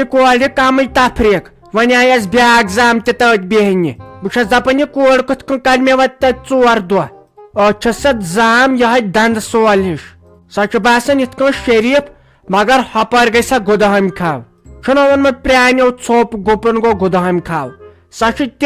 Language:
Kashmiri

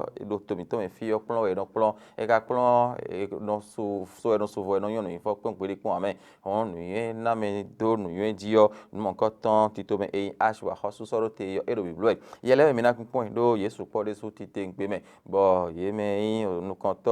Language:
Fon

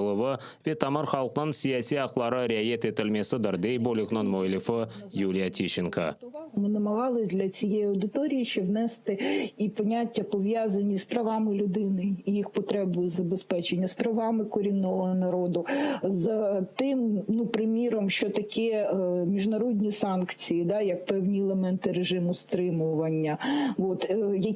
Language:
Crimean Tatar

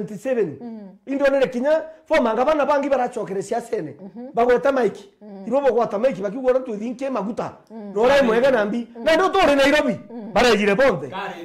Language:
Meru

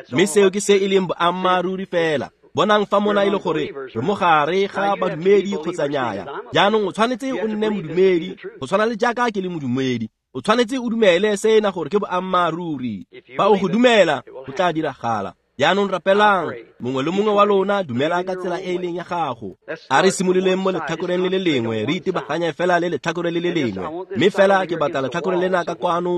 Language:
Tswana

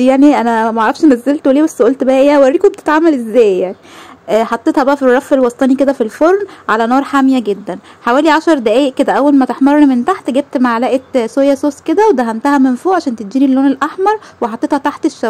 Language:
Egyptian Arabic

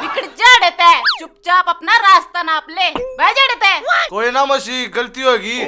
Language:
Haryanvi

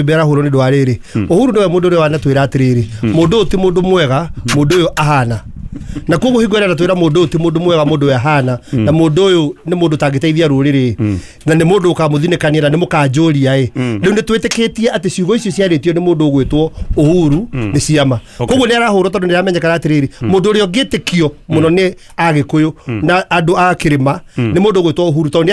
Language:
Kikuyu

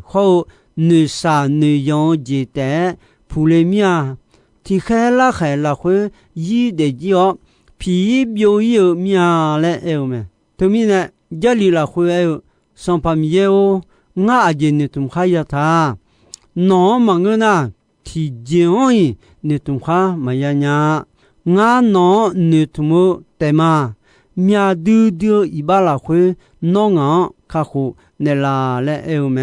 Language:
Akha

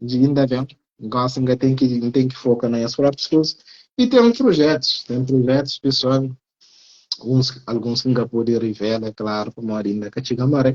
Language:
Kabuverdianu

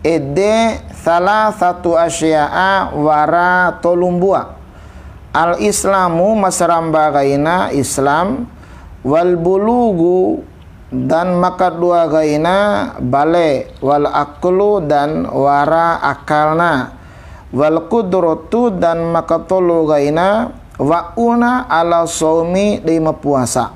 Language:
Bima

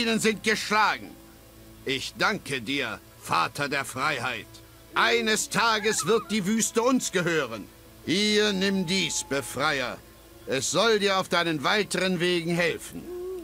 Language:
Bavarian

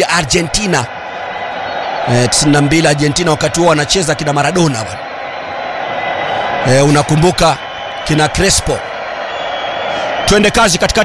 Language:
Swahili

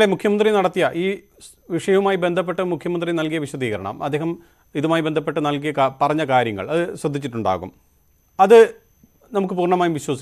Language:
Malayalam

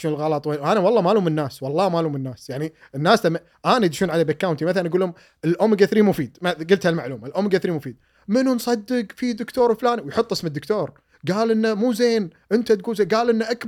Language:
Gulf Arabic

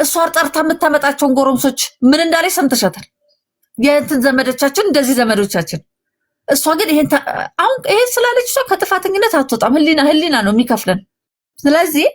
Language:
Amharic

